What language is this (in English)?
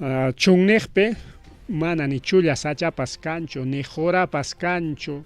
Ayacucho Quechua